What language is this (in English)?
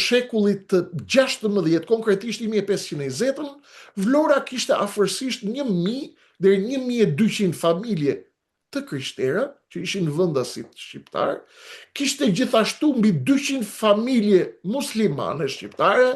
Albanian